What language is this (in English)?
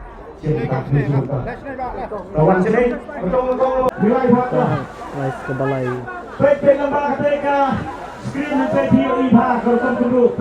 Khasi